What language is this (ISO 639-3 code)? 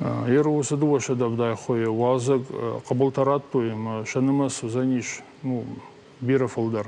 oss